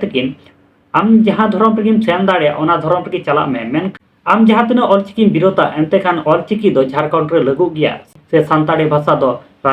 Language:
Santali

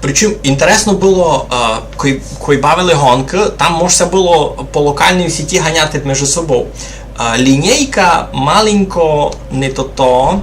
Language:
Rusyn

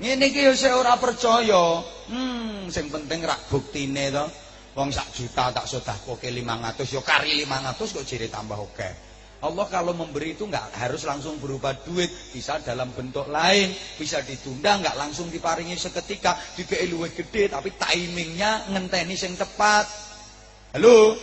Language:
Javanese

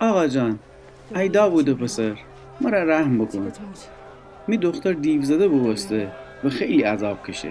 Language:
Gilaki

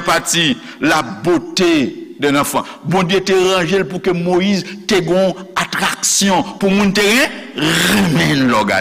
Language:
Haitian Creole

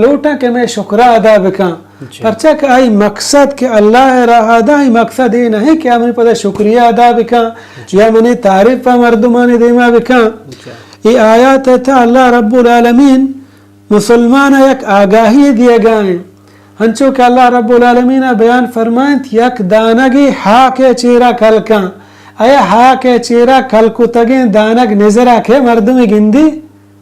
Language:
Baluchi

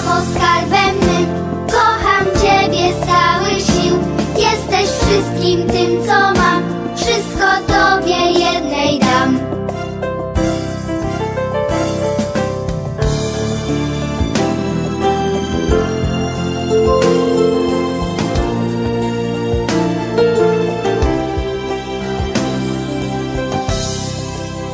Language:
Polish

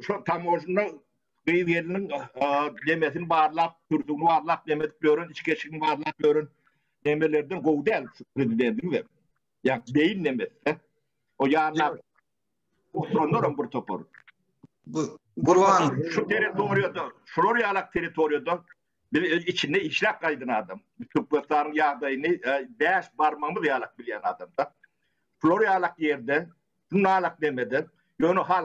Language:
Turkmen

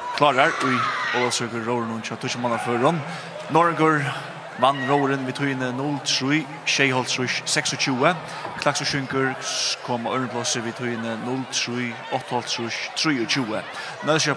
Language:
Faroese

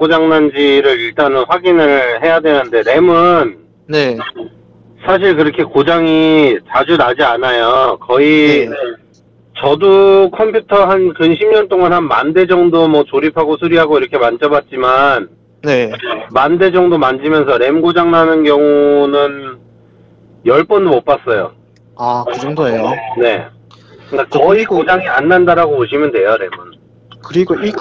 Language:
Korean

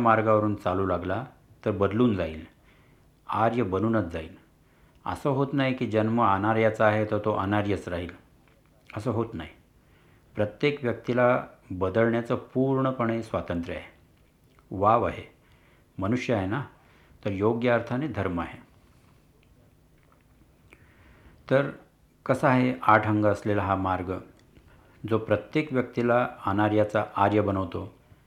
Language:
Marathi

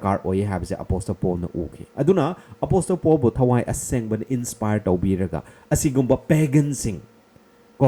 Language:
Manipuri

